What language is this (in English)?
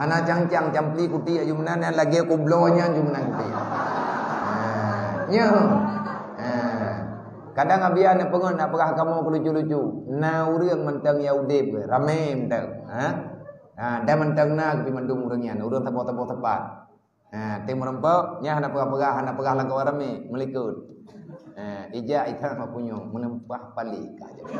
Achinese